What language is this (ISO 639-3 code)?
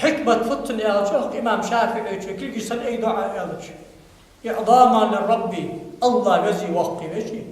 inh